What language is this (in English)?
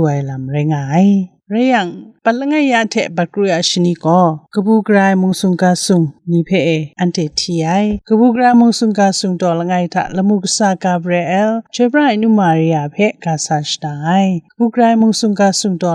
Kachin